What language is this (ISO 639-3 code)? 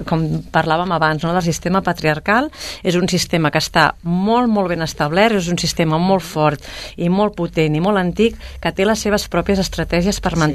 cat